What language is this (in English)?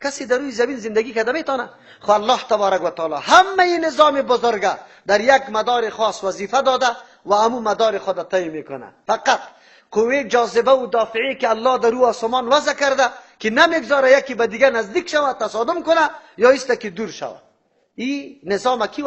Persian